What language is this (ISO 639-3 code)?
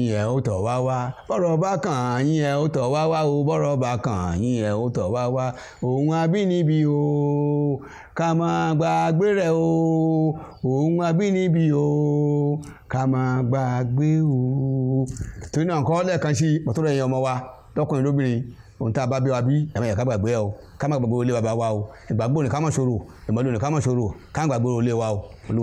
yor